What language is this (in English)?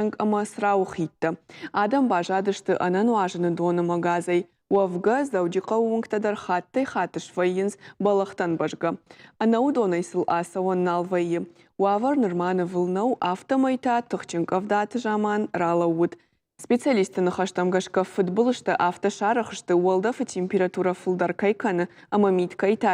Ossetic